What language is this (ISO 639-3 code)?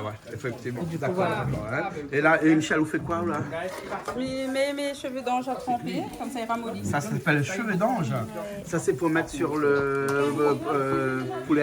rcf